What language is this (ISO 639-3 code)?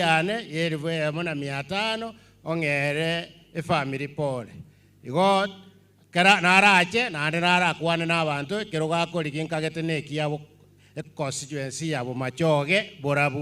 guz